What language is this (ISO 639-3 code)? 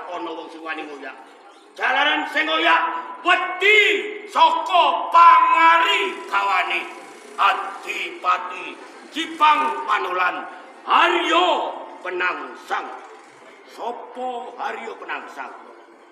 jav